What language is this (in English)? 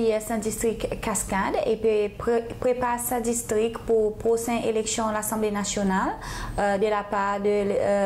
Seselwa Creole French